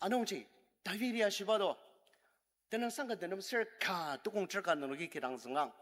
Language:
Ao Naga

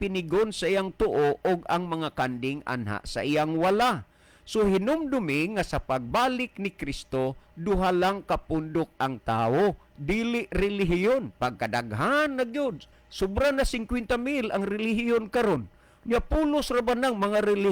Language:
Cebuano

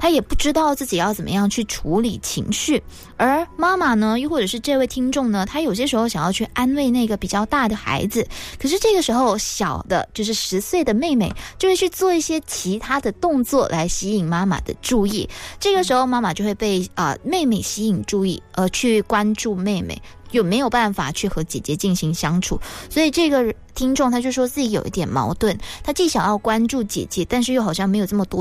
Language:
Chinese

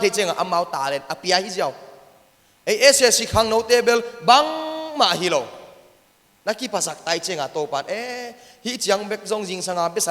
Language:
Tedim Chin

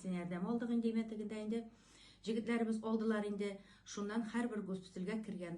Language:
Tatar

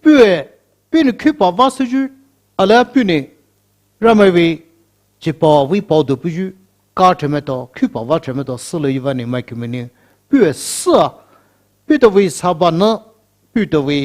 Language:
Poumei Naga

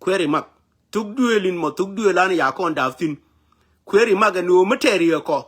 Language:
Nuer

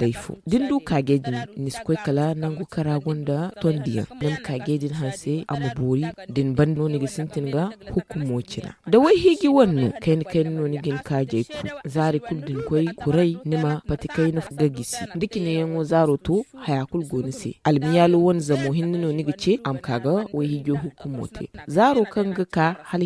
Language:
Zarma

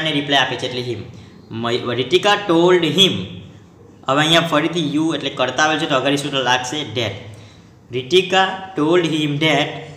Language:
Gujarati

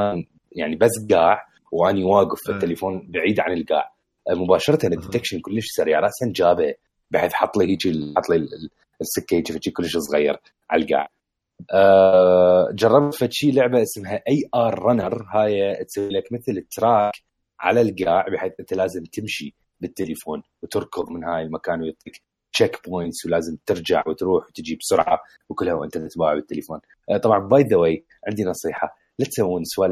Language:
Mesopotamian Arabic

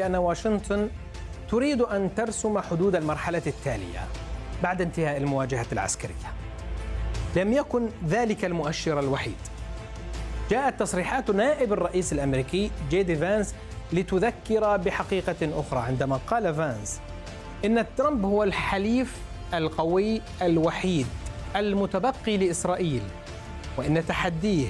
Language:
Arabic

